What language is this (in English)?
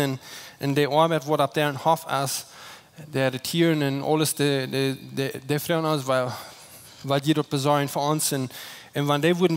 Plautdietsch